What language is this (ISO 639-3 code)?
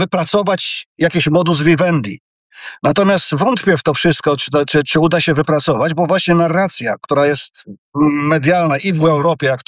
pol